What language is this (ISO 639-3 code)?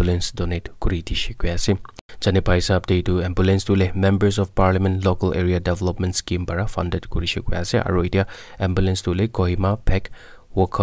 nag